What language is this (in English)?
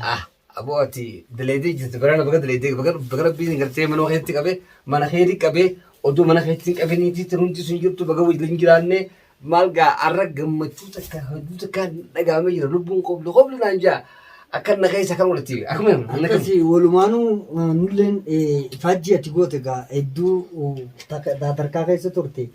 Oromo